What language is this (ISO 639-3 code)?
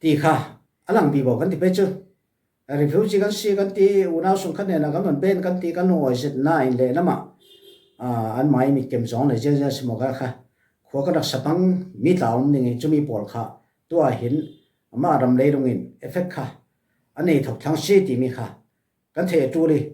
cfm